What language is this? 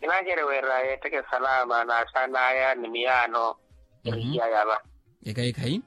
Makhuwa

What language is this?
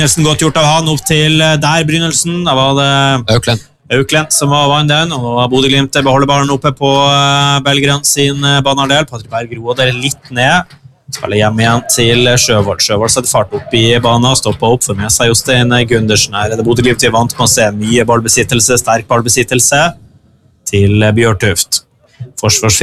Norwegian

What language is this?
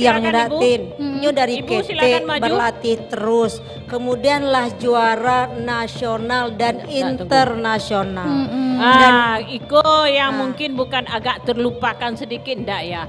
Minangkabau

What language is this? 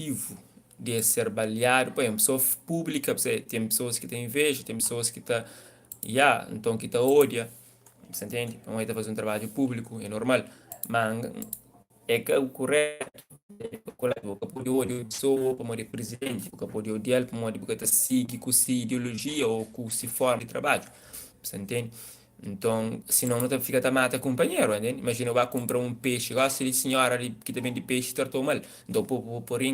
Kabuverdianu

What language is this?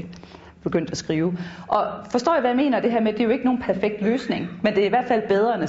Danish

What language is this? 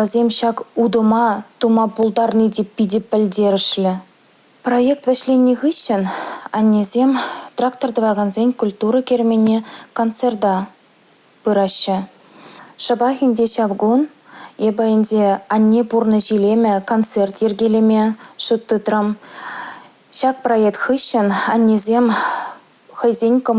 Chuvash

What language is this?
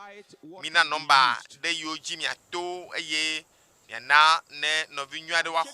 Ewe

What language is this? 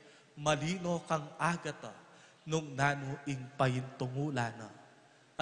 Pampanga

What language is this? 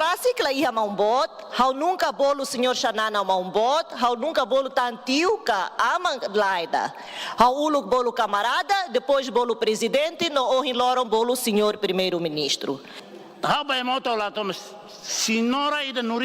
Tetum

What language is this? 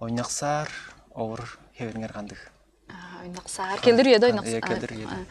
Tuvinian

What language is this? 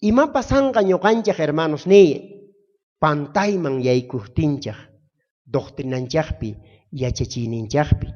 South Bolivian Quechua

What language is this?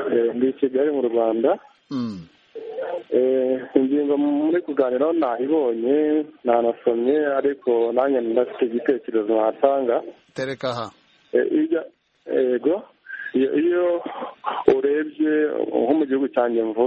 Kinyarwanda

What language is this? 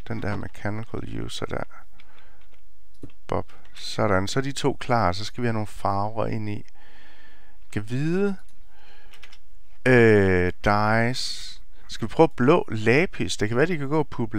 Danish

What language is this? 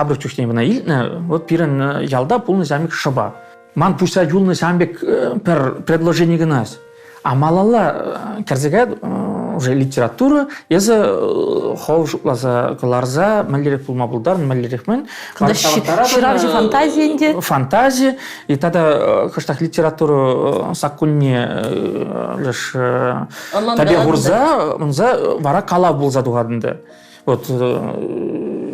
Chuvash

